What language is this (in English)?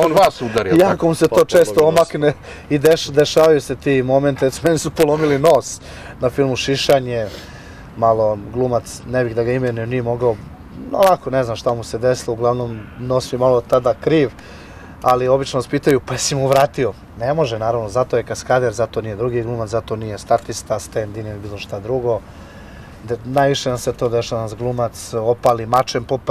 Serbian